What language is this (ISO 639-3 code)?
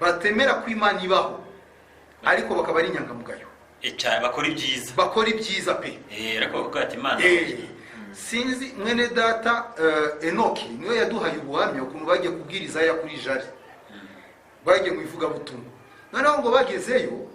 kin